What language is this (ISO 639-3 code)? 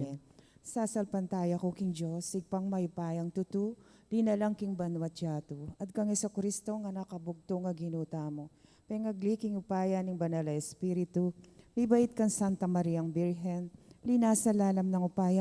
pam